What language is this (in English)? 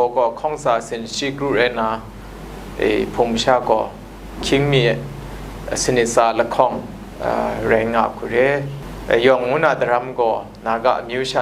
Kachin